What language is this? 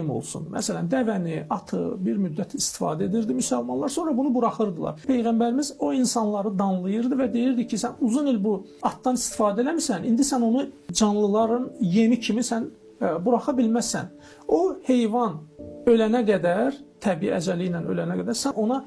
Azerbaijani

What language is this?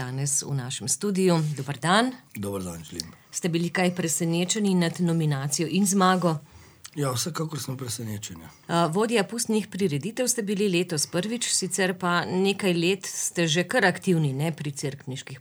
Slovenian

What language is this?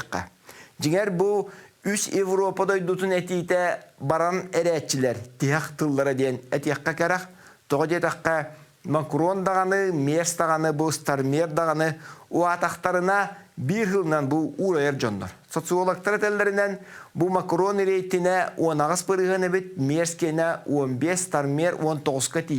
Yakut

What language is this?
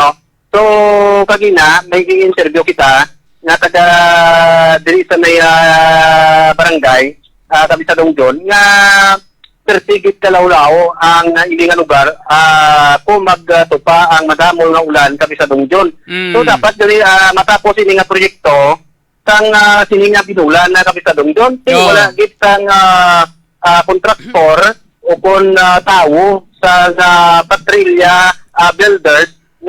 Hiligaynon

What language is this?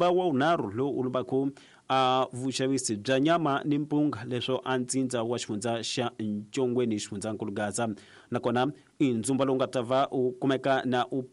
Tsonga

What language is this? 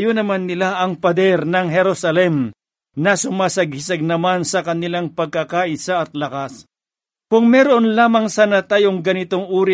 Filipino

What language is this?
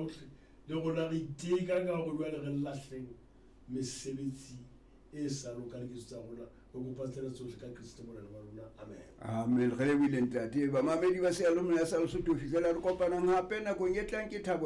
Southern Sotho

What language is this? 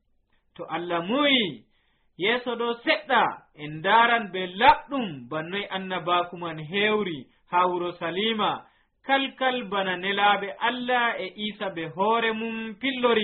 Nigerian Fulfulde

